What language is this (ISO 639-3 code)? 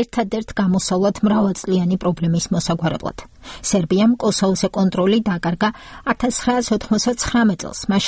kat